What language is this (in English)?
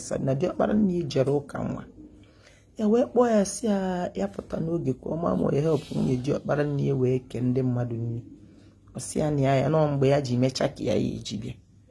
Igbo